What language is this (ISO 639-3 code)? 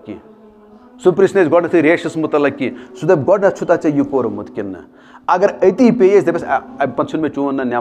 kas